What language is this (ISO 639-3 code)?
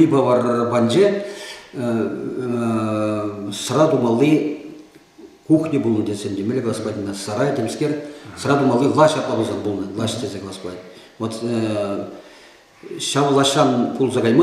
chv